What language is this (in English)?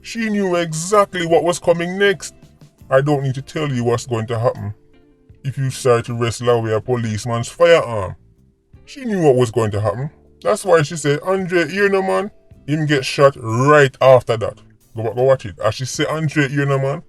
Jamaican Creole English